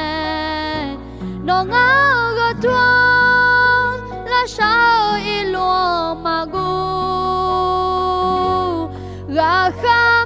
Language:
Akha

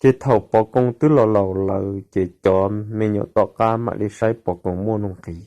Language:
Hmong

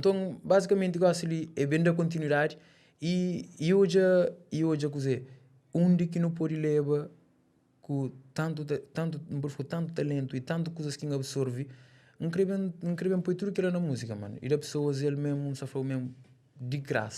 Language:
Kabuverdianu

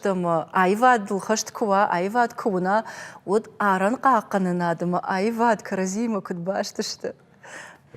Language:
Ossetic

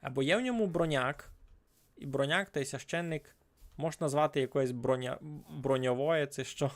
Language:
Rusyn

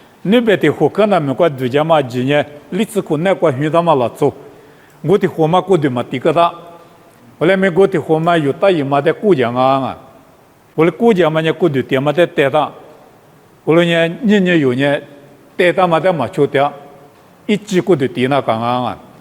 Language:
Lisu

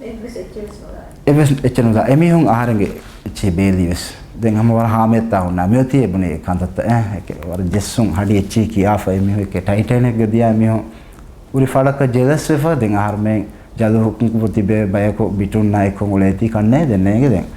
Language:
Divehi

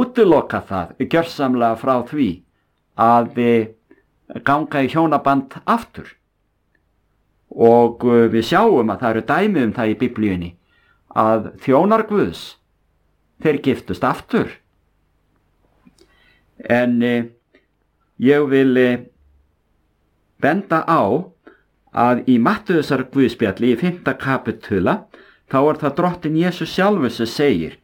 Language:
Icelandic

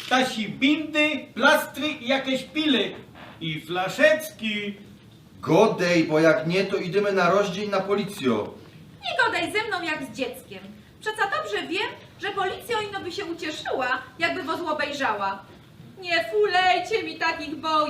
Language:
Silesian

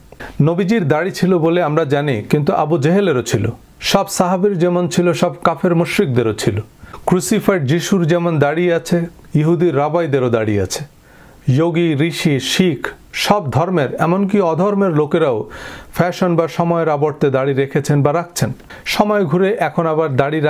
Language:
Bangla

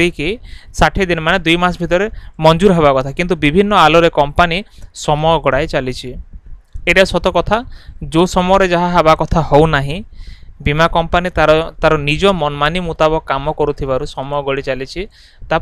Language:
Odia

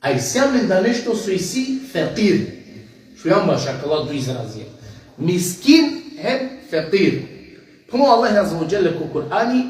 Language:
Balkan Romani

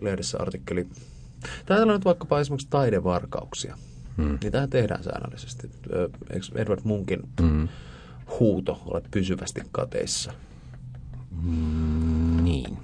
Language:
Finnish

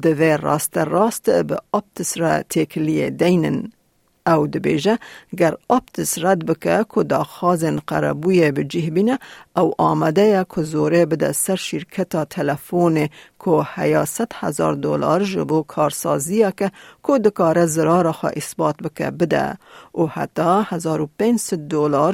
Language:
Kurdish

